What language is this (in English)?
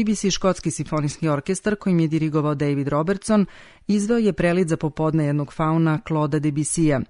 Serbian